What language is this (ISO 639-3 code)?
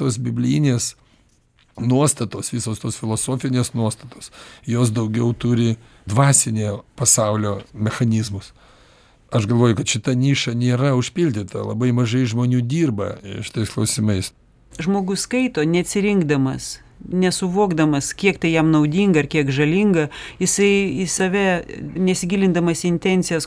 lit